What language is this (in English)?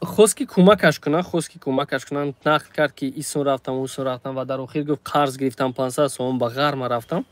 Tajik